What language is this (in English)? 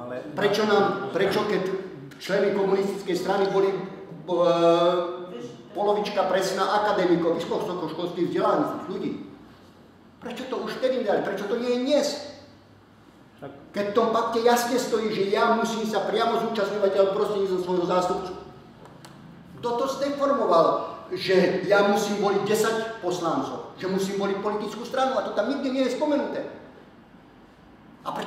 Slovak